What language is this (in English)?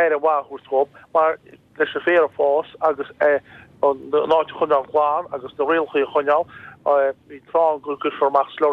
Irish